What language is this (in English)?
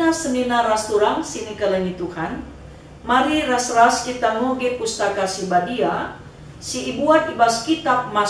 Batak Karo